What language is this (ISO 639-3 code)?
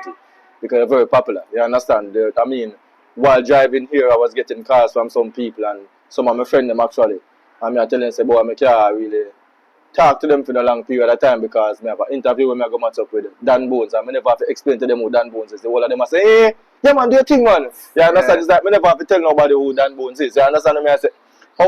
jam